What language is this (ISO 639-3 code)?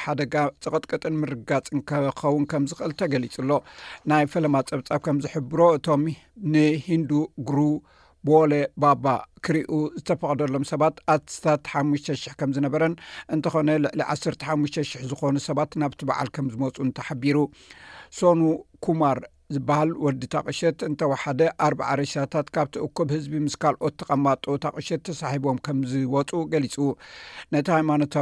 tir